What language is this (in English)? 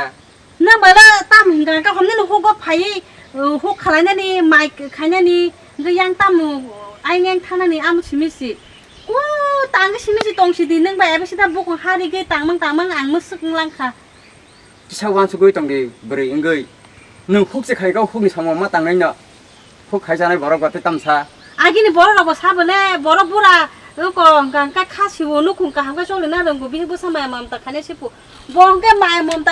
Kok Borok